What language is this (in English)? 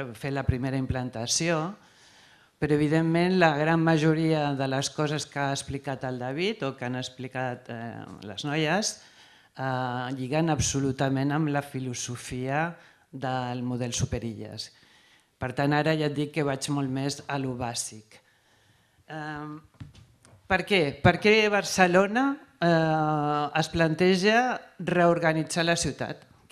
Catalan